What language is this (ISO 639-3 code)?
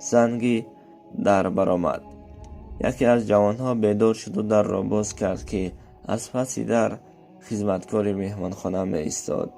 tgk